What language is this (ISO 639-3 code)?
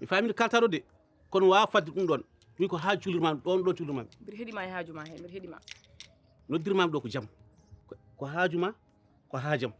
ful